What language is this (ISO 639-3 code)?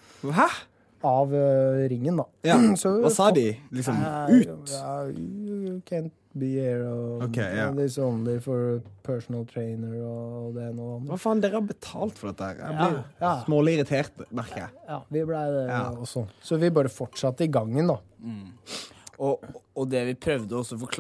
nor